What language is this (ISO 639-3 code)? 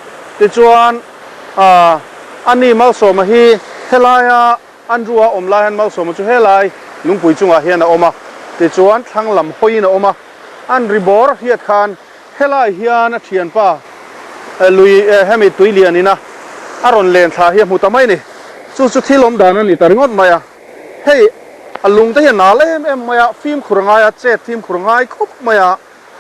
lus